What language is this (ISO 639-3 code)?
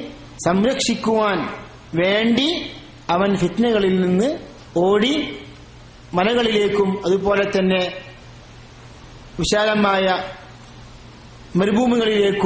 mal